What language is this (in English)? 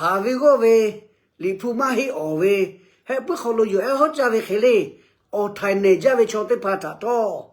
Lahu